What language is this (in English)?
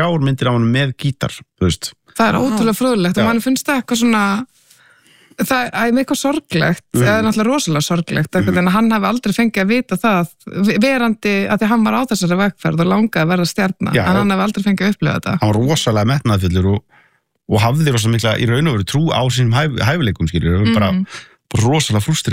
Icelandic